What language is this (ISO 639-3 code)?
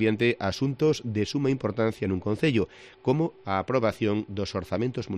glg